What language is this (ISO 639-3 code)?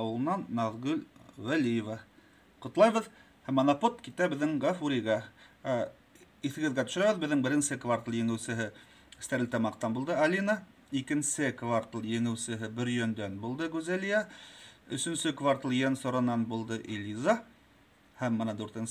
bak